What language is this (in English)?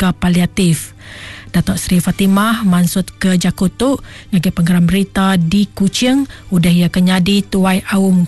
Iban